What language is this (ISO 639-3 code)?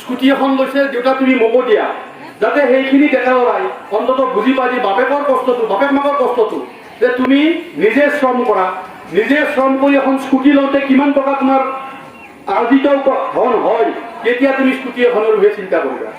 asm